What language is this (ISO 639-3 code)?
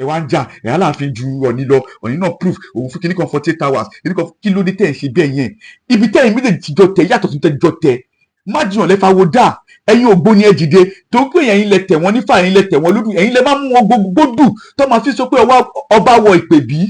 yor